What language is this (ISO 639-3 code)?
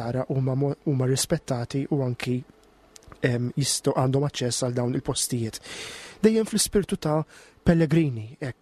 mlt